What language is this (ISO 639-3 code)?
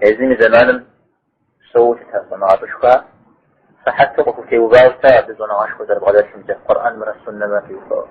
kbd